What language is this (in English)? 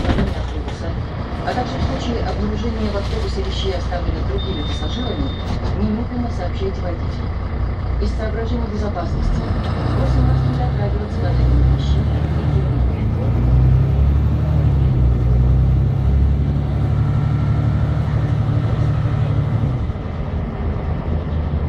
Russian